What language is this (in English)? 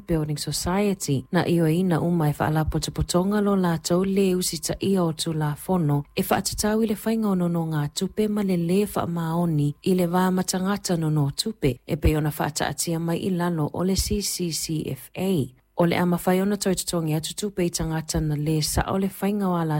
Samoan